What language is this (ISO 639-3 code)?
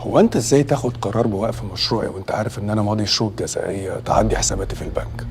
arz